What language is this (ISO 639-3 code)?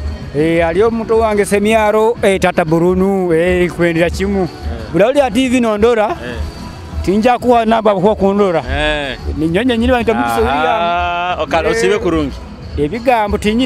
nyo